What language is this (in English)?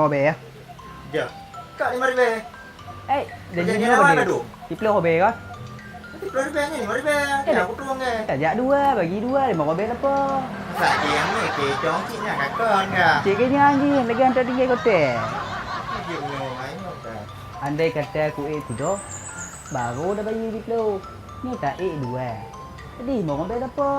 Achinese